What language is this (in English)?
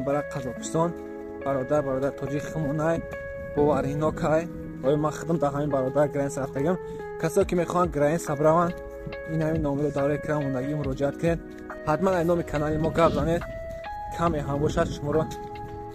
Tajik